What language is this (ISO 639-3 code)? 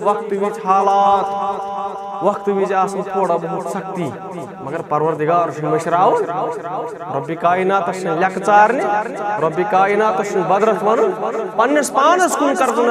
kas